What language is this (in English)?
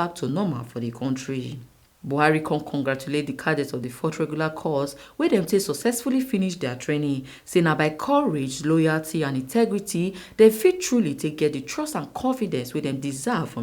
Nigerian Pidgin